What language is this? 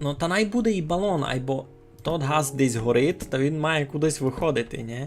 Rusyn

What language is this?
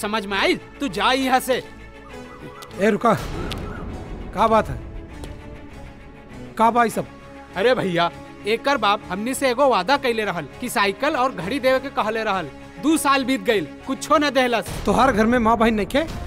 Bhojpuri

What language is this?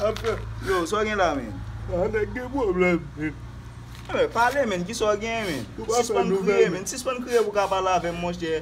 Haitian Creole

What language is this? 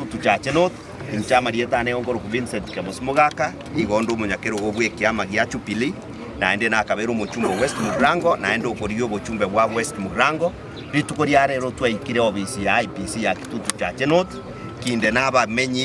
Gusii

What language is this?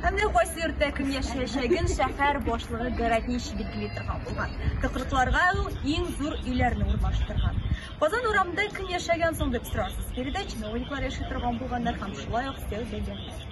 Tatar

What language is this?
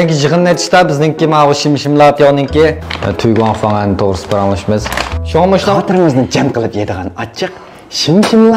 Uyghur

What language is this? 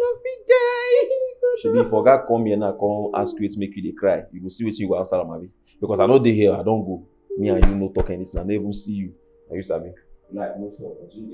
Nigerian Pidgin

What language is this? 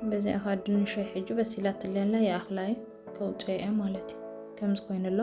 Tigrinya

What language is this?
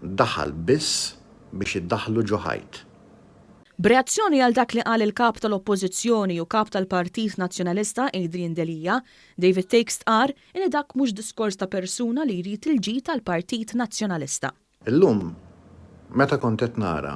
Maltese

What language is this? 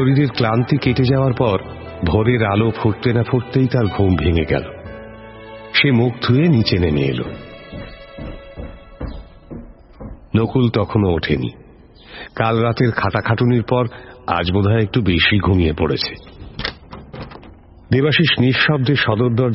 Bangla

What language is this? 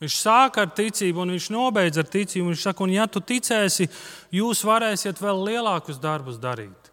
Latvian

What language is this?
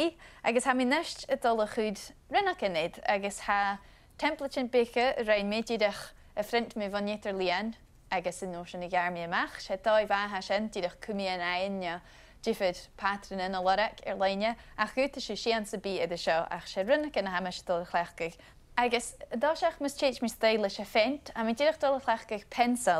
Scottish Gaelic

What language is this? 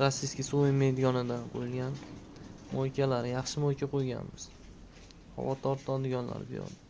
Uzbek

